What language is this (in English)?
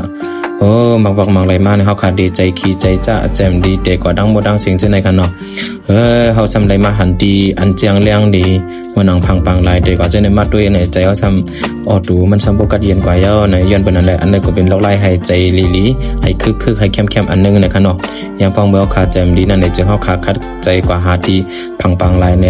Shan